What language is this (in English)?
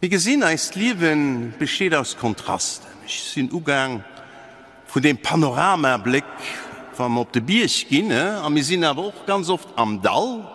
Luxembourgish